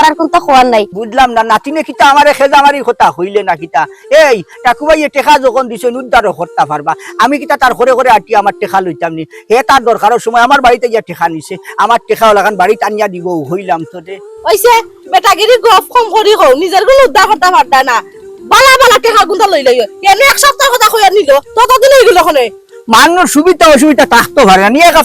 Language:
Sylheti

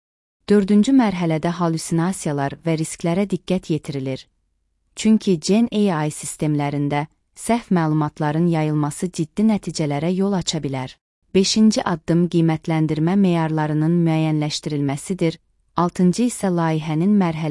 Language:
Azerbaijani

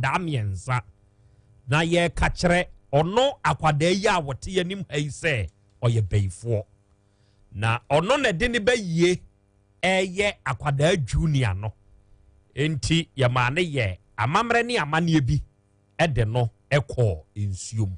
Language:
Akan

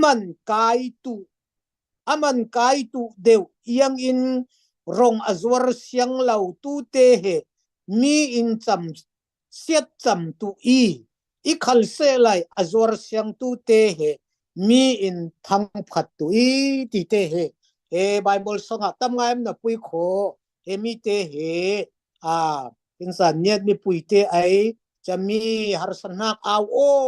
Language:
Falam Chin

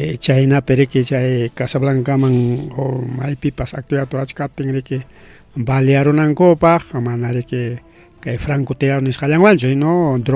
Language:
Ayacucho Quechua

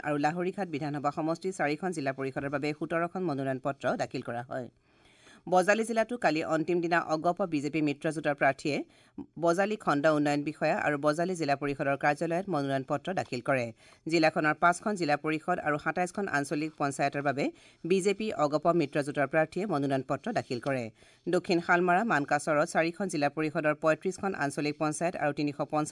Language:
Assamese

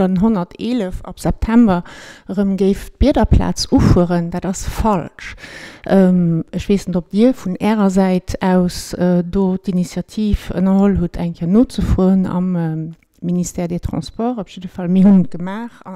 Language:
Luxembourgish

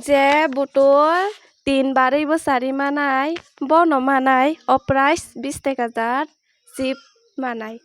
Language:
Kok Borok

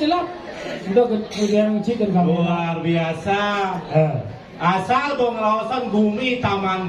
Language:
Balinese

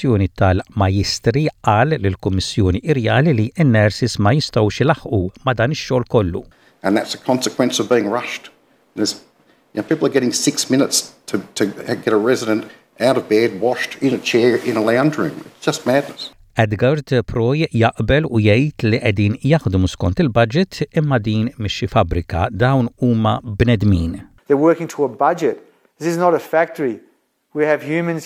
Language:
Maltese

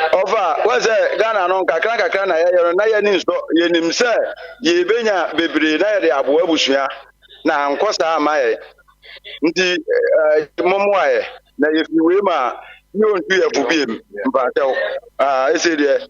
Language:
Akan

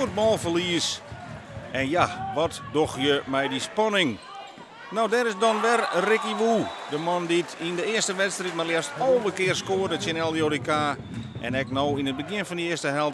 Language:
Western Frisian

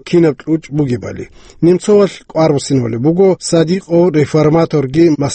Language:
Avaric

